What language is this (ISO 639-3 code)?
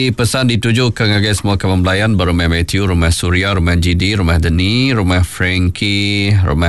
iba